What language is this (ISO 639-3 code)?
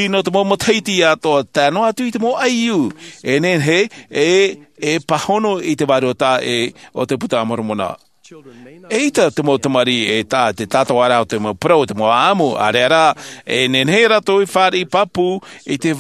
tah